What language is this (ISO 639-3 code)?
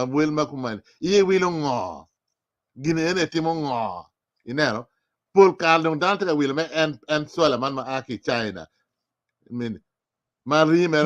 ach